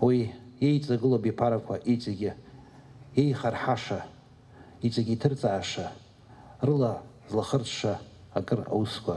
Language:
Abkhazian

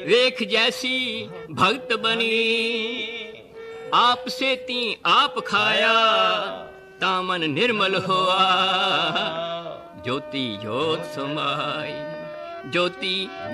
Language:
Punjabi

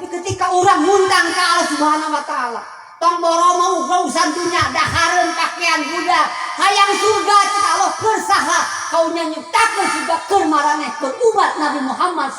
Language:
Sundanese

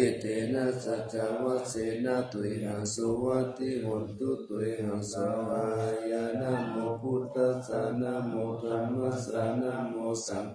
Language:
Pali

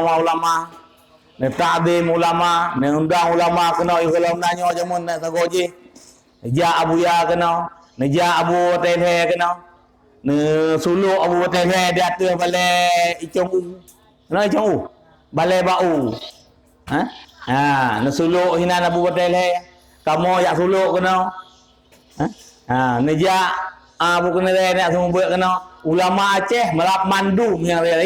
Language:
Achinese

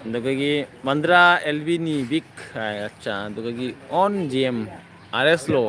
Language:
Manipuri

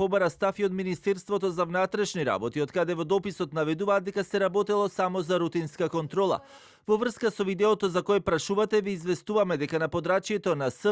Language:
Macedonian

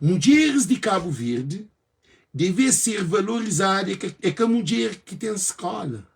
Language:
Kabuverdianu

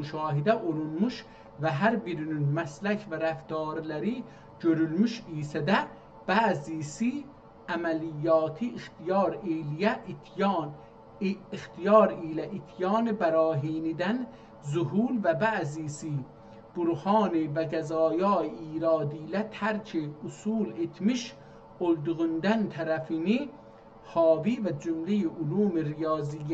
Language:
South Azerbaijani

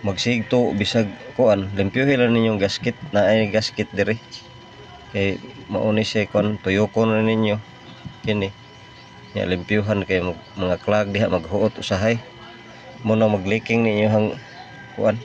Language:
Cebuano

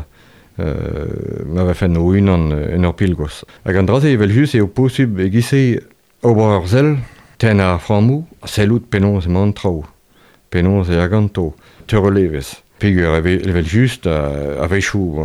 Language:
Breton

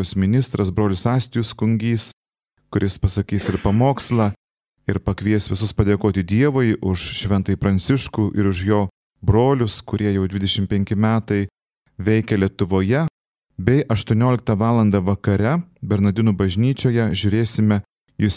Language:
Lithuanian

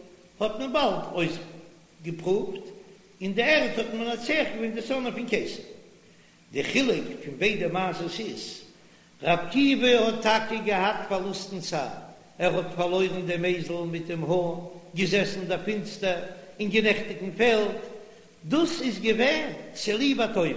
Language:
Yiddish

